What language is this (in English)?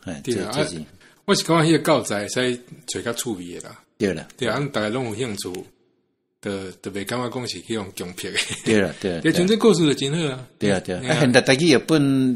Min Nan Chinese